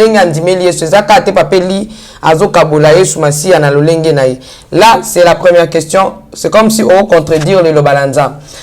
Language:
Lingala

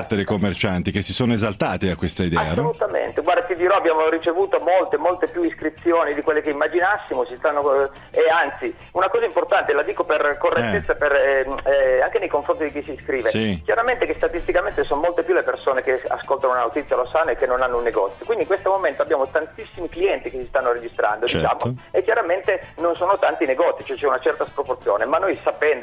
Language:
Italian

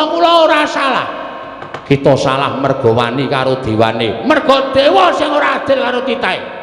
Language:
Javanese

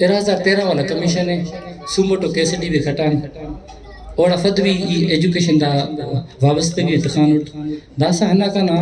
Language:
Brahui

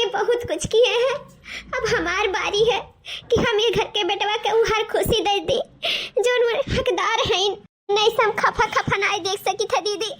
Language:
Awadhi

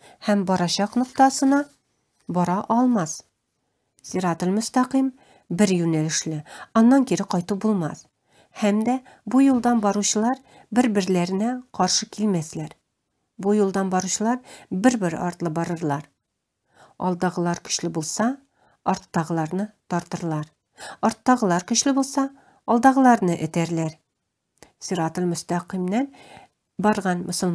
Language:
Tatar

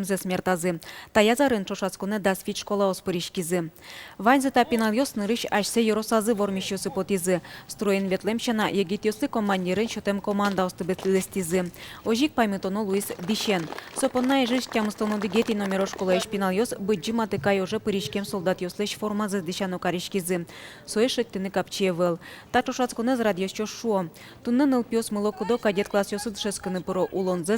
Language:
Udmurt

